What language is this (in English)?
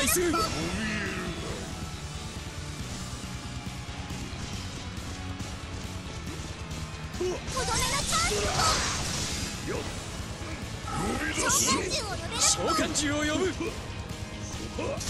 Japanese